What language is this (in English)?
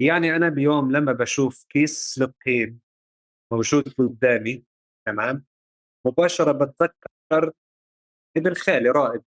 North Levantine Arabic